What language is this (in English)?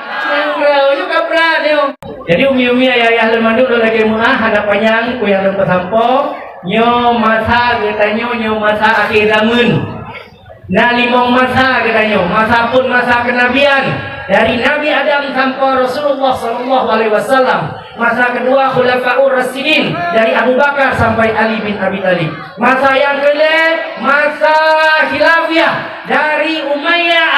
Achinese